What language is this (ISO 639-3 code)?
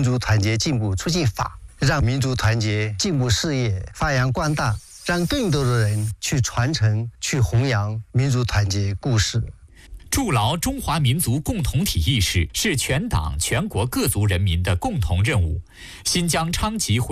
zho